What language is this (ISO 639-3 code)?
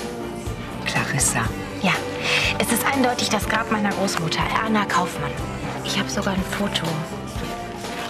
deu